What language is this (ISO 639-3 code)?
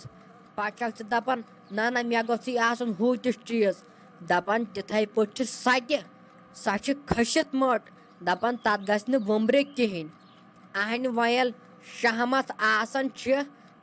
kas